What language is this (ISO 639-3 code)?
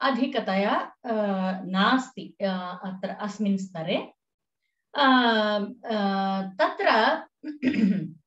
san